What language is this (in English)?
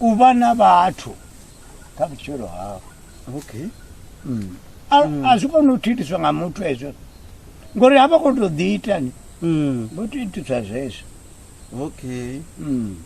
Venda